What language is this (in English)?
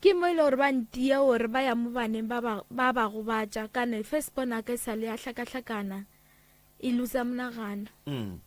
Northern Sotho